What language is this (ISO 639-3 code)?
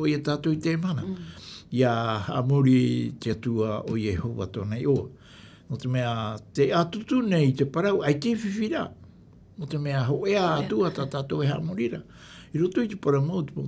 tah